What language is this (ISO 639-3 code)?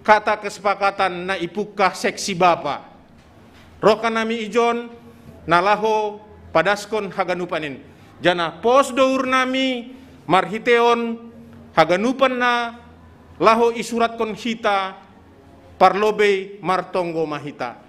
bts